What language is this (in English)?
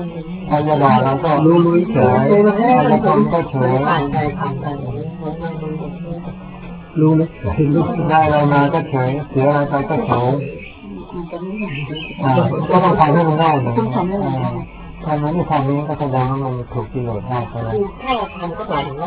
Thai